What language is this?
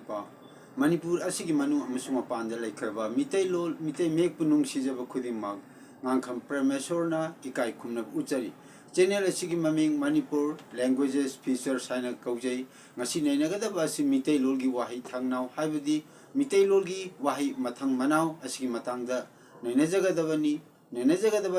Manipuri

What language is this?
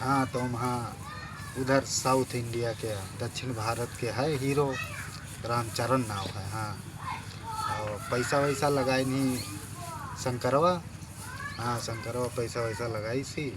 Awadhi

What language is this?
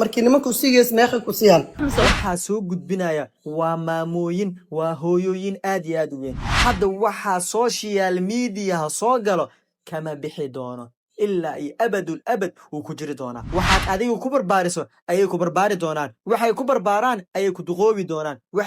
Somali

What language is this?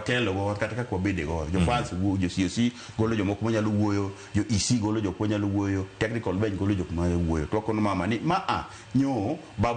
Luo (Kenya and Tanzania)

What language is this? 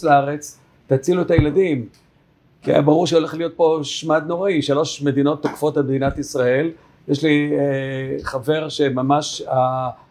Hebrew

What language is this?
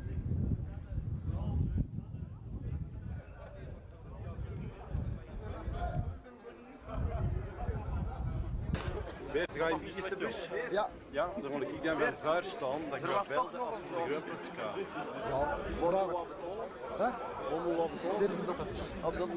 Dutch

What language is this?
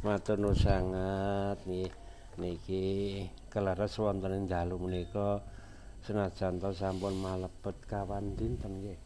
Javanese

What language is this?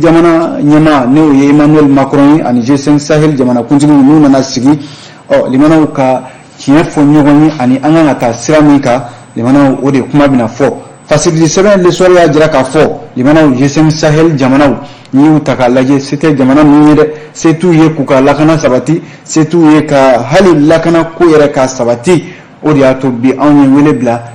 Bambara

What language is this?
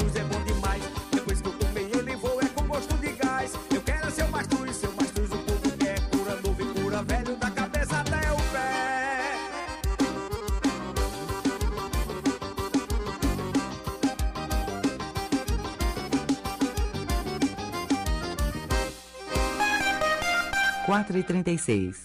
Portuguese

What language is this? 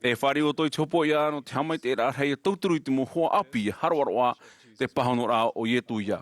Tahitian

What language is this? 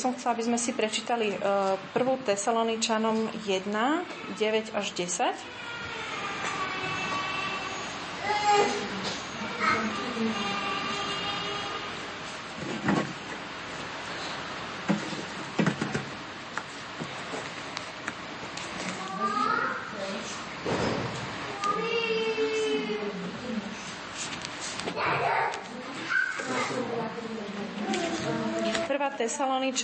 Slovak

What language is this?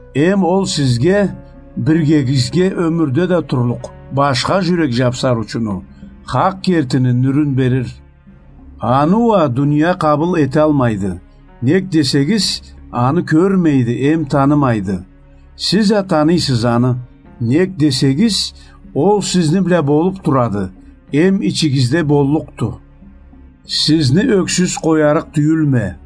Karachay-Balkar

